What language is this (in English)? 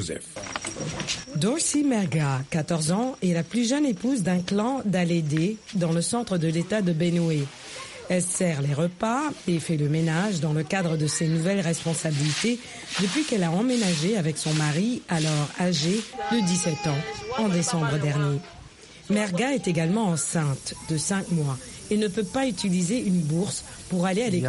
French